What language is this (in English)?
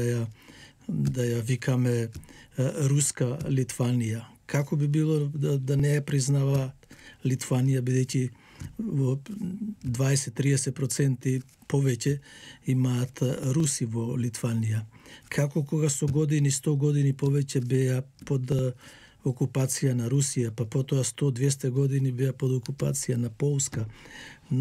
Macedonian